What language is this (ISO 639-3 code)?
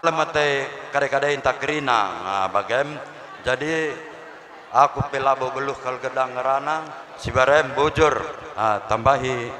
btx